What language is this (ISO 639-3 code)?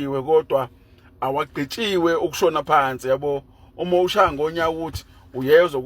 zul